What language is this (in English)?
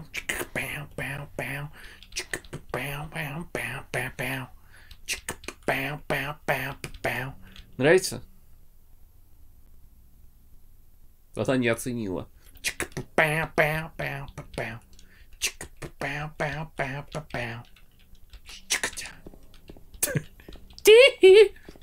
Russian